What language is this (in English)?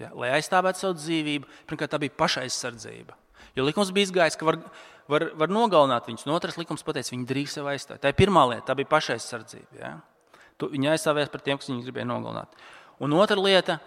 Latvian